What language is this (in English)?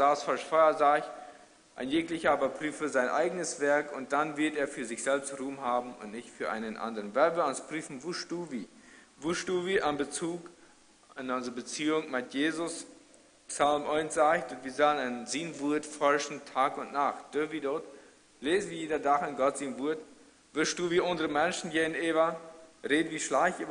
Plautdietsch